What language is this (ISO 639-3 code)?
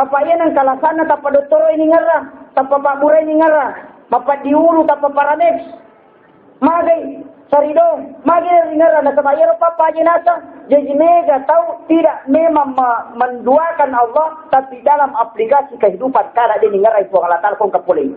bug